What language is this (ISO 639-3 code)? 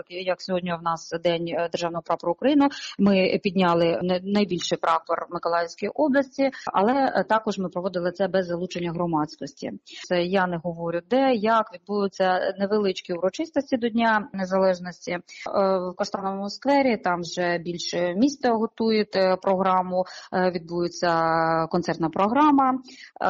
ukr